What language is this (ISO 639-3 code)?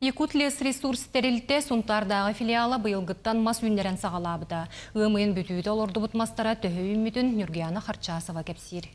sah